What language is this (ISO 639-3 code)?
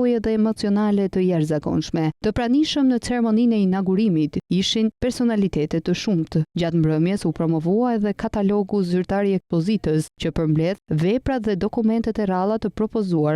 sqi